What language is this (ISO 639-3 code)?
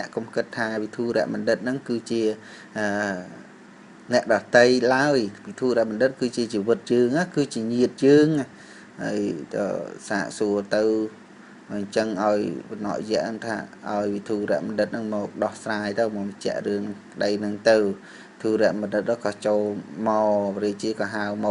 khm